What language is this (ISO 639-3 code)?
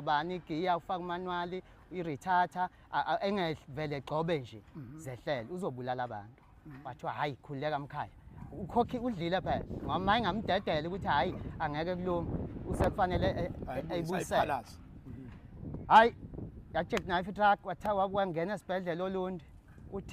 zul